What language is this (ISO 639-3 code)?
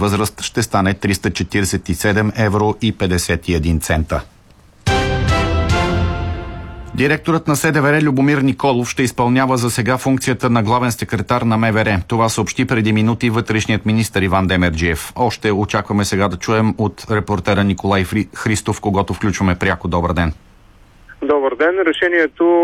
bul